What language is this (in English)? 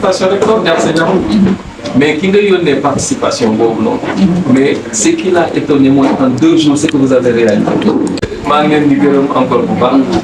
Wolof